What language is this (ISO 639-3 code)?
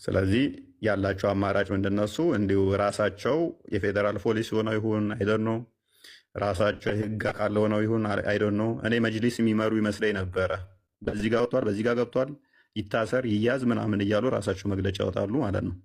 amh